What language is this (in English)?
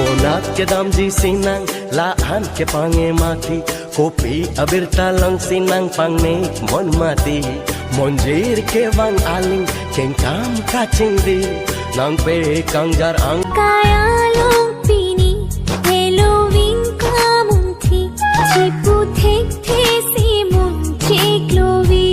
Karbi